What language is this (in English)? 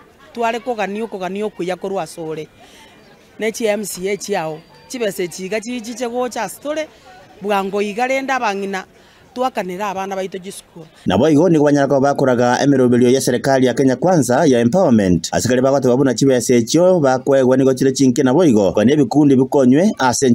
Gusii